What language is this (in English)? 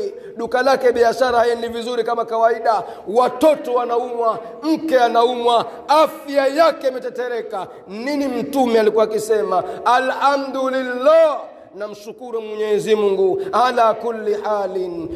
Swahili